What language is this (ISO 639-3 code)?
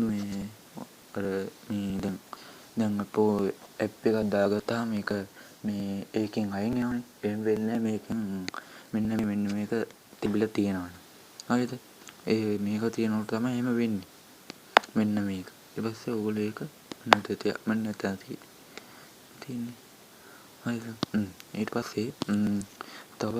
sin